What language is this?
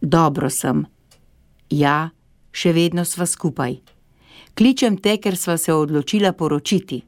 Slovenian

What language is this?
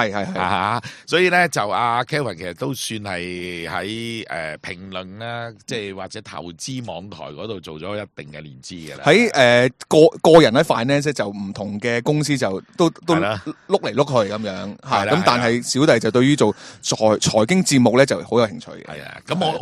Cantonese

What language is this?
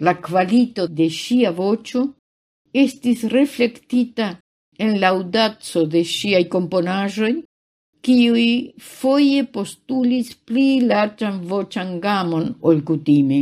Esperanto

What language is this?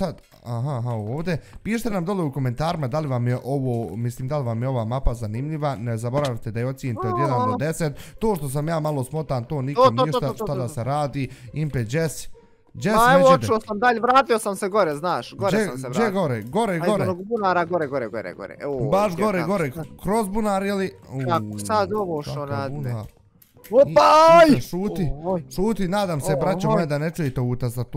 Bosnian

